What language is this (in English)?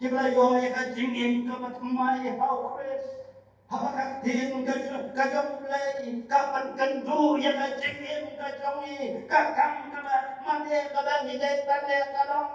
Khasi